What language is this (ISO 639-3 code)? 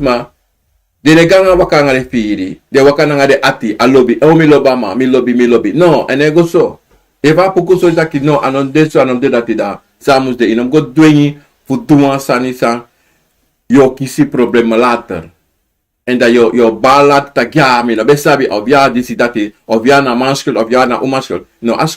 srn